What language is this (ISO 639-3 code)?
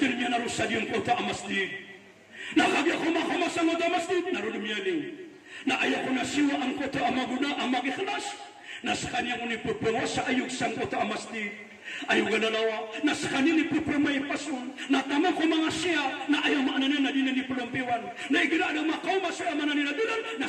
mrw